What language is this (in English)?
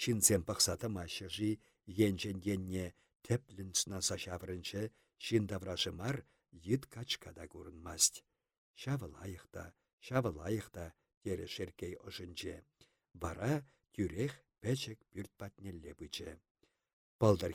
Chuvash